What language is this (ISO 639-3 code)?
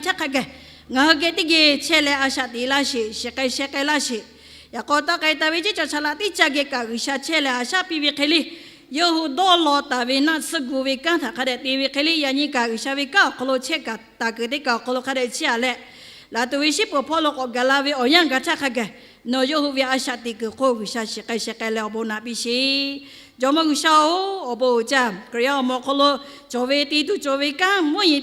lhu